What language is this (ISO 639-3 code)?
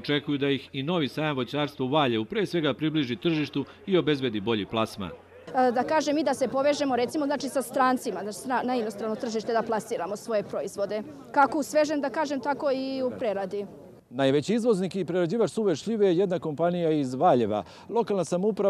srp